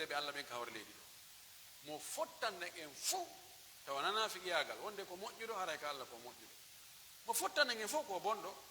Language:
Pular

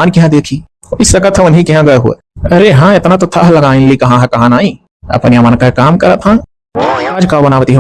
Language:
Awadhi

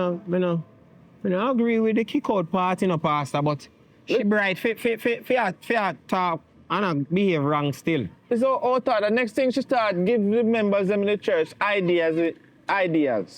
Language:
Jamaican Creole English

